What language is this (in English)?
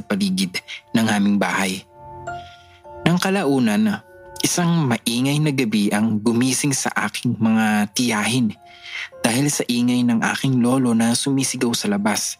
Filipino